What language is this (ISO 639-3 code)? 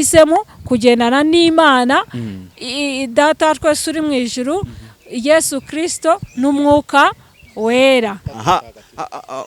kin